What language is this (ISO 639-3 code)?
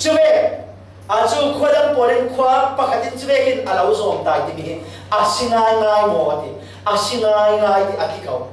cfm